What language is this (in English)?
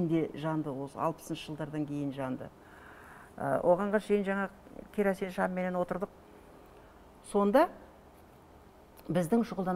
Kazakh